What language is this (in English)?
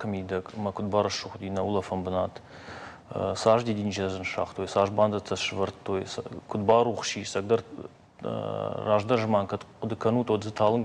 Ossetic